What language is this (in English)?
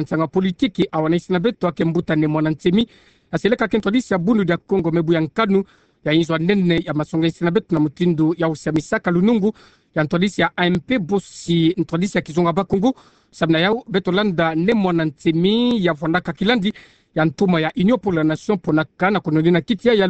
Kituba (Democratic Republic of Congo)